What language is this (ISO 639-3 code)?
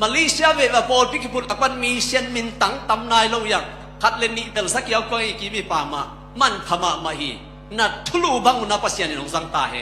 ctd